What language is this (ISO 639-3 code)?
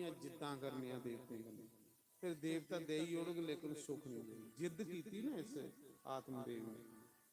doi